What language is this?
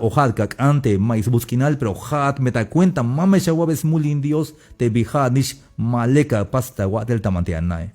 Tzeltal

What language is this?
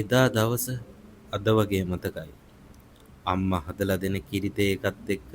Sinhala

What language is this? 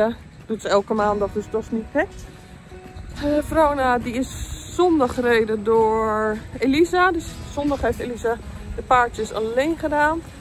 Dutch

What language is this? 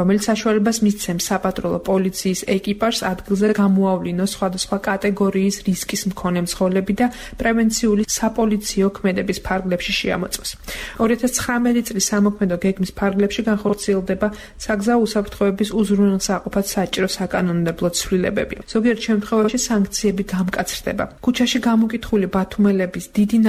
Georgian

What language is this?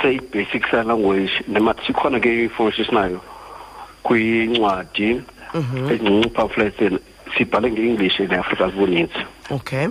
Xhosa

